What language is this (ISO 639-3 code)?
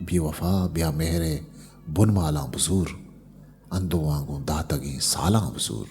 bgp